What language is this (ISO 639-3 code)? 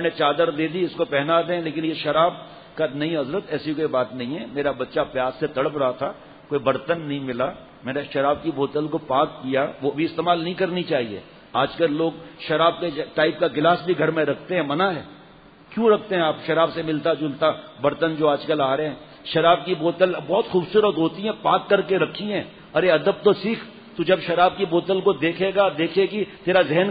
urd